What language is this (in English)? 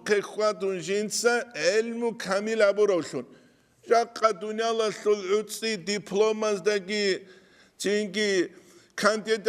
Avaric